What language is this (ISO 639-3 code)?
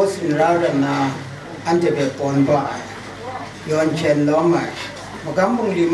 kac